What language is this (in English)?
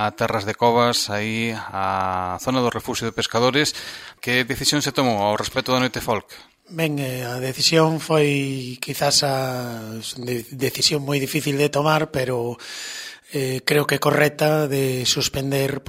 Galician